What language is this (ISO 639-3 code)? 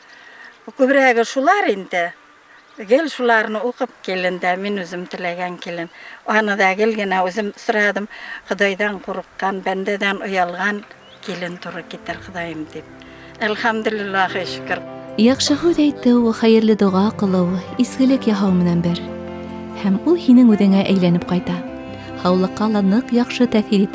bak